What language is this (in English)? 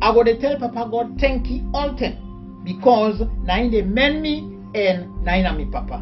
Krio